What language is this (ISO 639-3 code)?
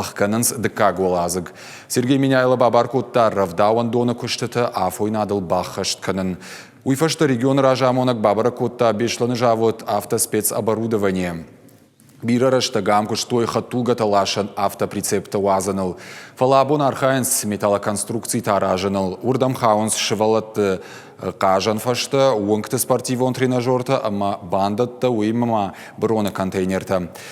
oss